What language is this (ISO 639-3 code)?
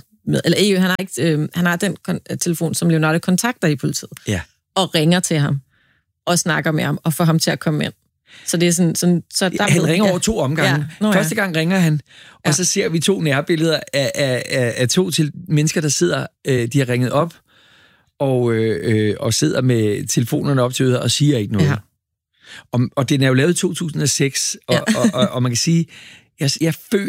dan